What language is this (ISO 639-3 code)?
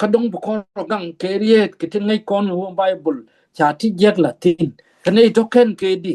nus